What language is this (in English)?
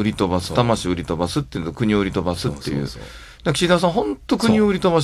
Japanese